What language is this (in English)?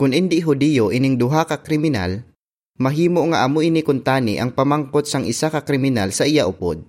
Hiligaynon